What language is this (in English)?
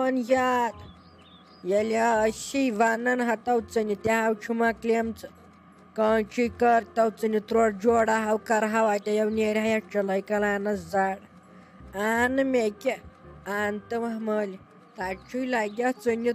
Kashmiri